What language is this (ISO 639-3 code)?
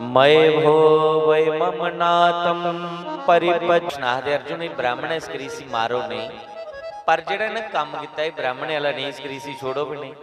doi